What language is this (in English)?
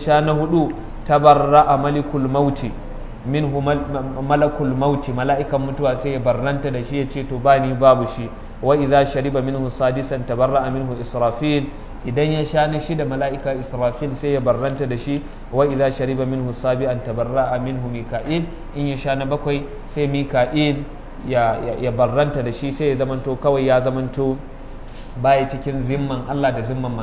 Hausa